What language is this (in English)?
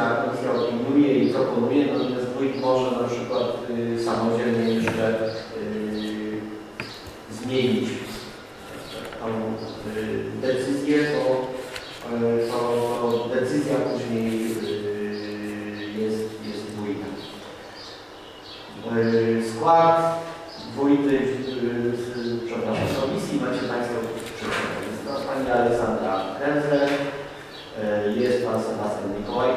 Polish